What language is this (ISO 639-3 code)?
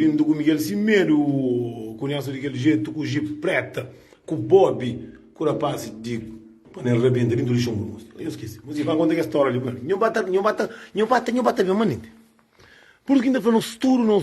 kea